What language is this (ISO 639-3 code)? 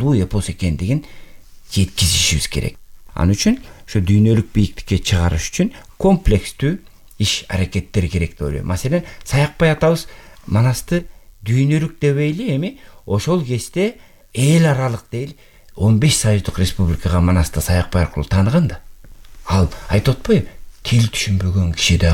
kir